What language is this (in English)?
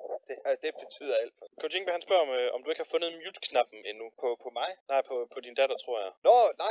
Danish